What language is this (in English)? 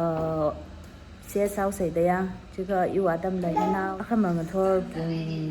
Tangkhul Naga (India)